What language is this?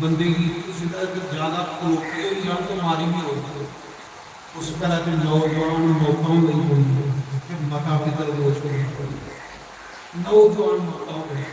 Dogri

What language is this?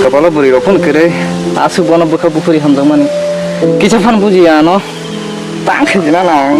Kok Borok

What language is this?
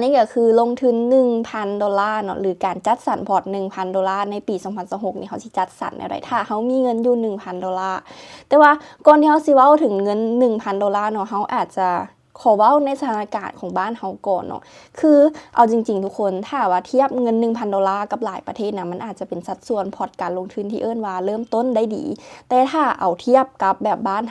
Lao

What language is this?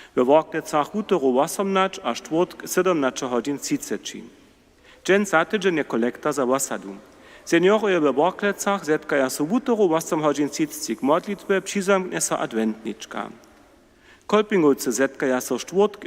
Upper Sorbian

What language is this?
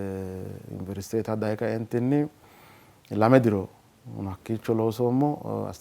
Sidamo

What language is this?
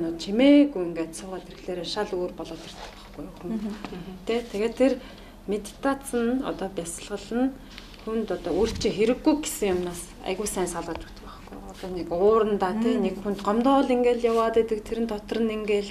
Mongolian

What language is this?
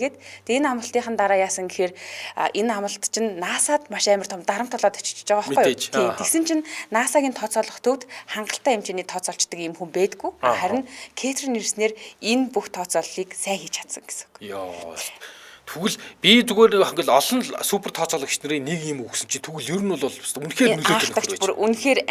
Mongolian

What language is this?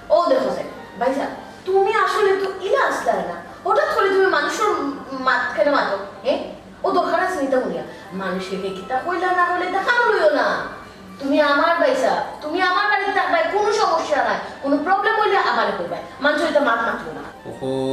Sylheti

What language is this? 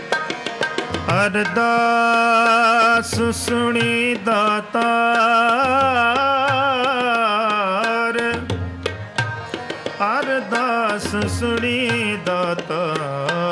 Punjabi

